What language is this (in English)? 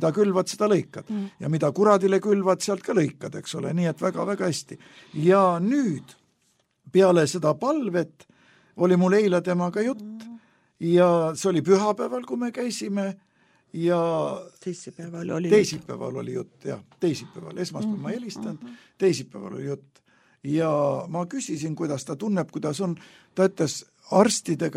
Estonian